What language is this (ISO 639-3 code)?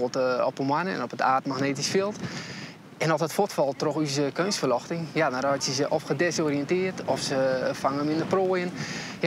fry